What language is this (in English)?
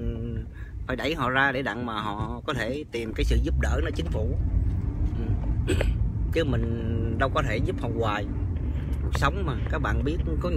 Vietnamese